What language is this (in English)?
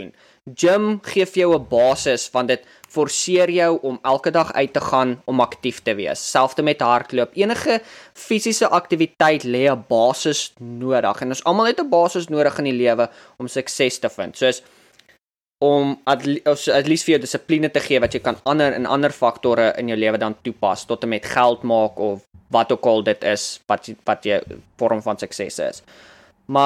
Afrikaans